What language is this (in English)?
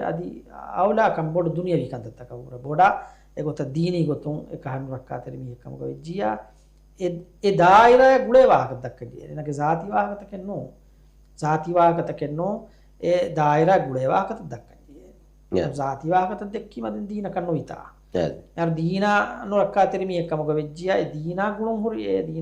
Divehi